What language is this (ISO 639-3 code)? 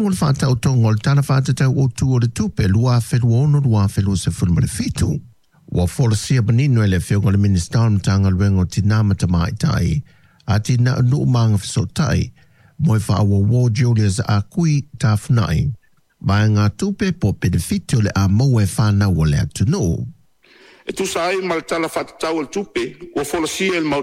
smo